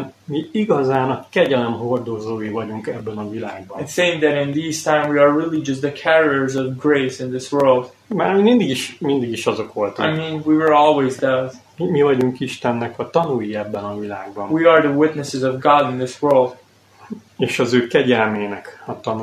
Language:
Hungarian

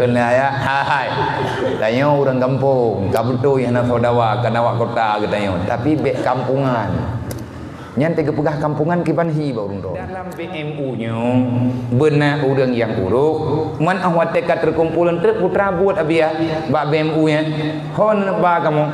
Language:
Achinese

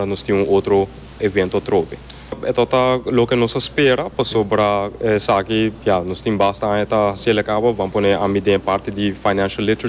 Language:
Papiamento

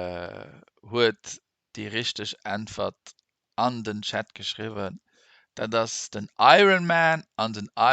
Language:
Luxembourgish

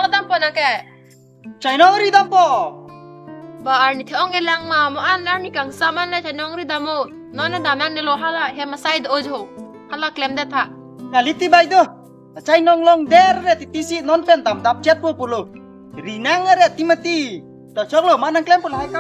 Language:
Karbi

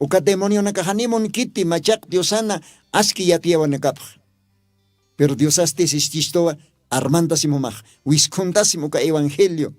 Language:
Aymara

